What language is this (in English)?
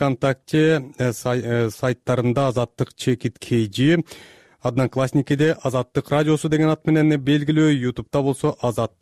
Kyrgyz